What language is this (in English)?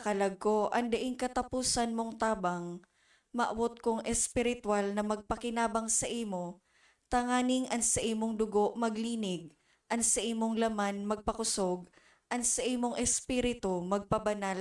Bikol